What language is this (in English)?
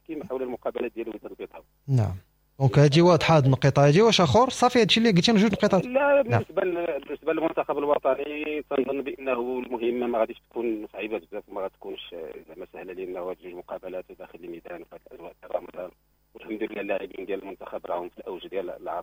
Moroccan Arabic